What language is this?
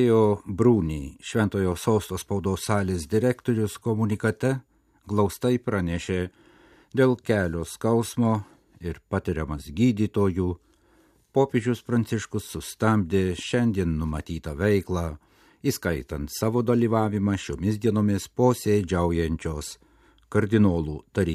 Lithuanian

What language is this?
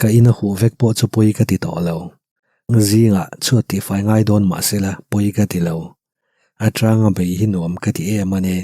Mizo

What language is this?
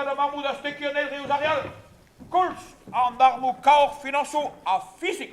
Breton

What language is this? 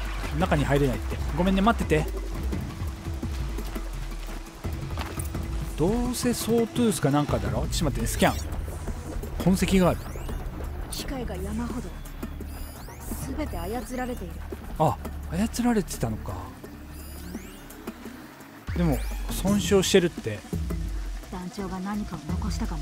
Japanese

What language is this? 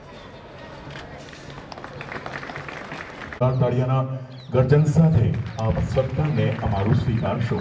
Gujarati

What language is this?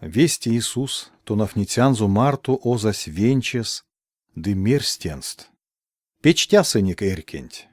Erzya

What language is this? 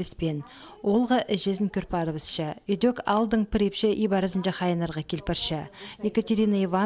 Khakas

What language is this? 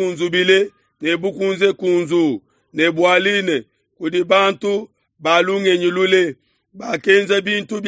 Luba-Lulua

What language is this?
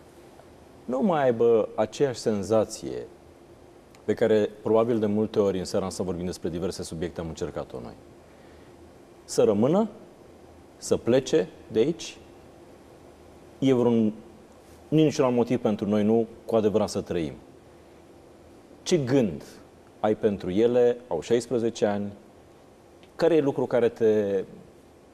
Romanian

